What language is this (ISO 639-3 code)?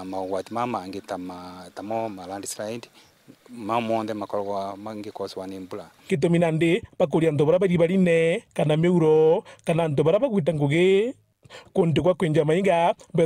mer